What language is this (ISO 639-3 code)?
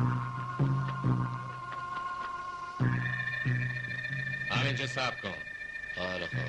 fas